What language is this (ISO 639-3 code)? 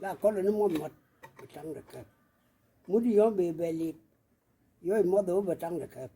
nus